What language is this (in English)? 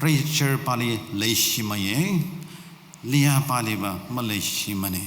Tangkhul Naga (India)